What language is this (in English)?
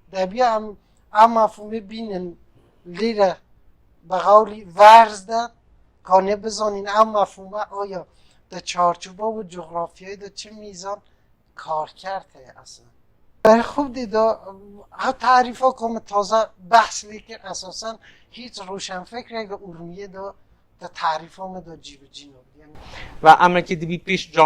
Kurdish